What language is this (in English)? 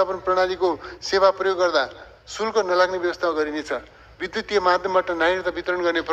Nepali